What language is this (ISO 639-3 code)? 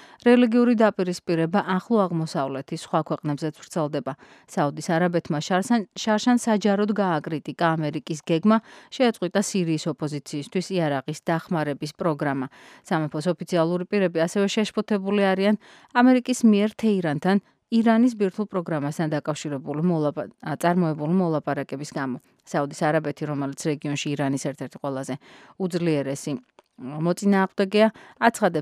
kat